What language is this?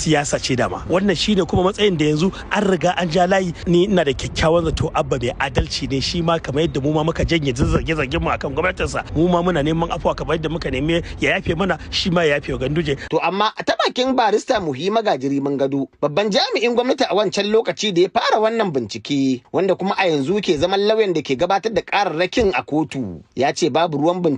Hausa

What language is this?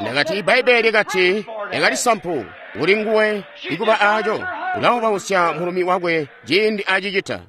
Tonga (Zambia)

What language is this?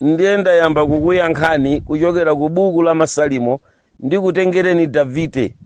Nyanja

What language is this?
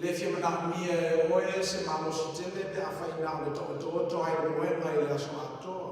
Samoan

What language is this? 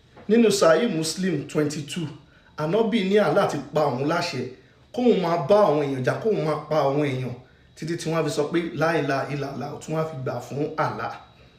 Yoruba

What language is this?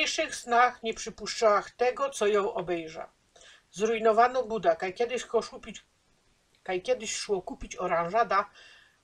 Silesian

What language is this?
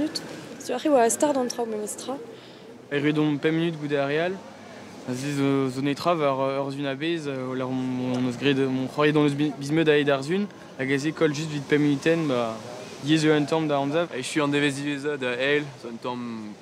Breton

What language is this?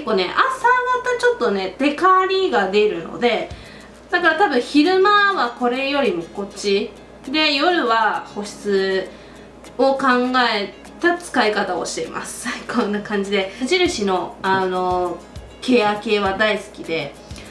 Japanese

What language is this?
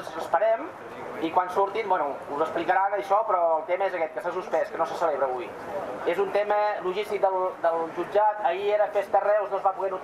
Catalan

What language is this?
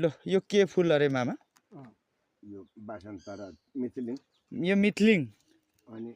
Nepali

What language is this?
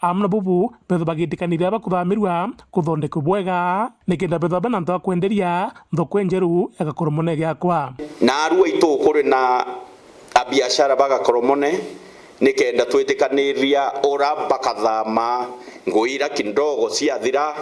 Meru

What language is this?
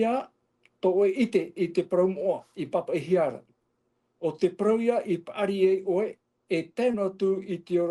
Tahitian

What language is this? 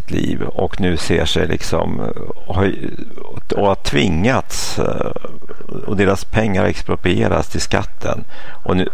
Swedish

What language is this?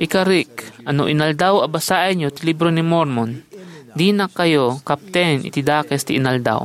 Iloko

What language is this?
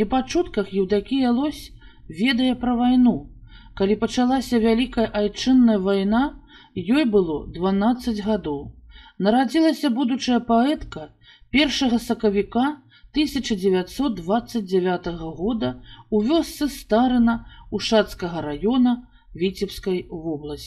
Belarusian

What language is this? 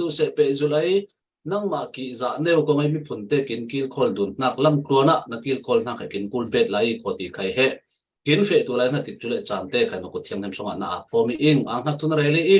Falam Chin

